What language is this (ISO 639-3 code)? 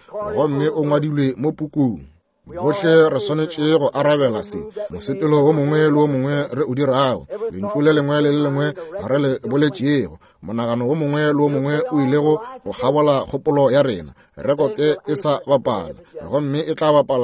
nso